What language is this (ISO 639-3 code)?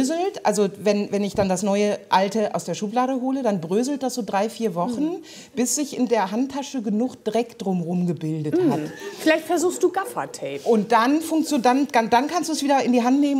deu